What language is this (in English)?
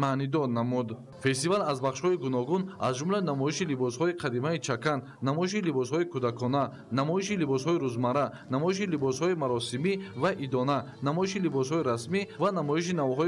Tajik